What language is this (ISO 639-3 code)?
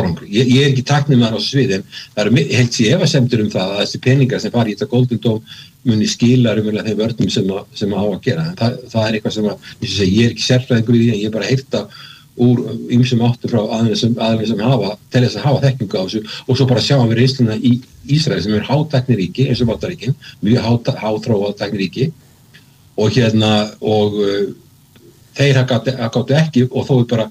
isl